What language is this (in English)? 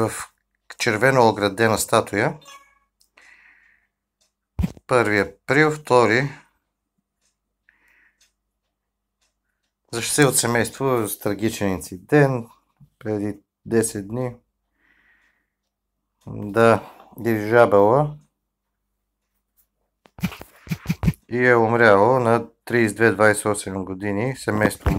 Bulgarian